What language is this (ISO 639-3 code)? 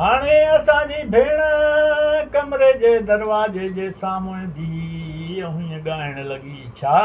snd